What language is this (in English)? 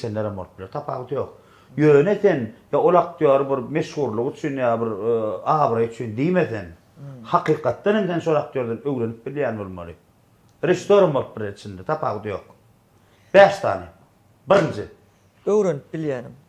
Turkmen